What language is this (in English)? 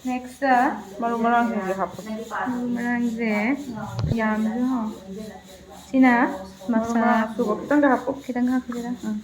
Manipuri